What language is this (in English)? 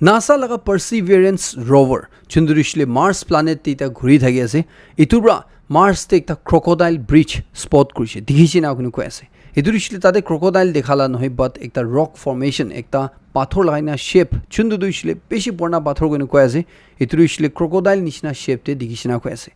Naga Pidgin